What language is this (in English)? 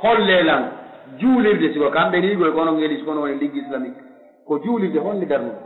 Pular